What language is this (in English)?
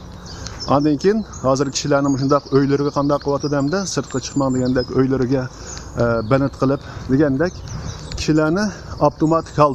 Uyghur